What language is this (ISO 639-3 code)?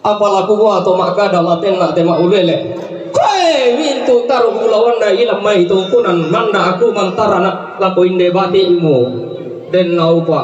sda